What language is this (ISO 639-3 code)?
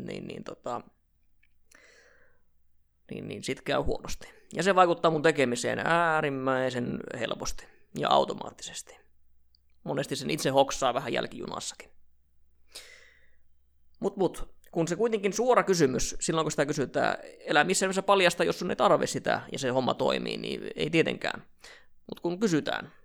fin